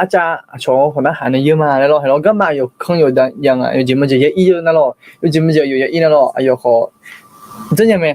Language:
Akha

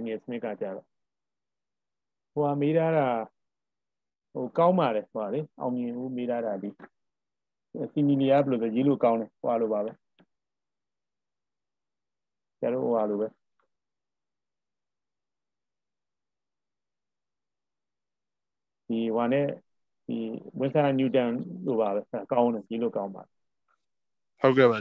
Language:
Burmese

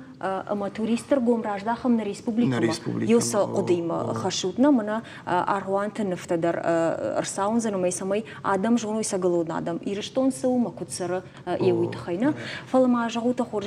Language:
Ossetic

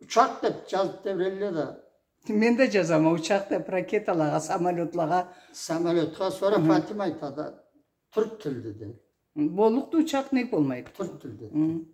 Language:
Karachay-Balkar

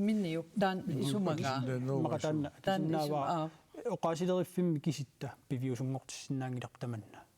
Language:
Kalaallisut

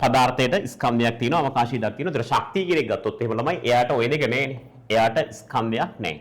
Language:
Sinhala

